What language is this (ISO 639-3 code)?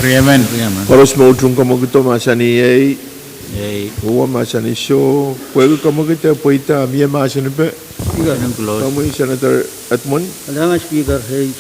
pon